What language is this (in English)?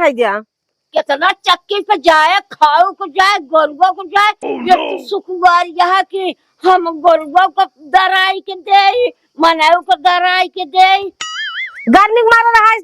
Awadhi